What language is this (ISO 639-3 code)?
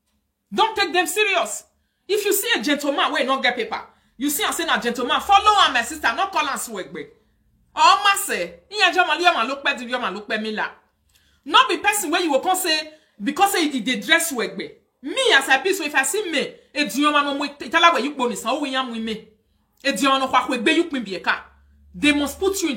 pcm